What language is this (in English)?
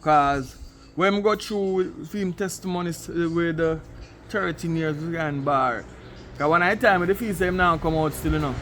Jamaican Creole English